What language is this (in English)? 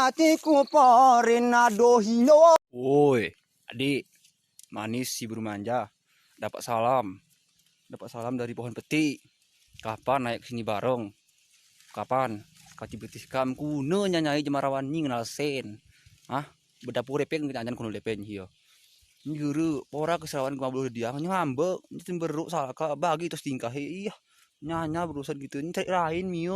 Gayo